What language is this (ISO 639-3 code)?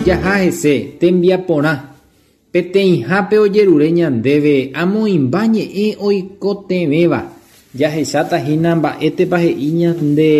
grn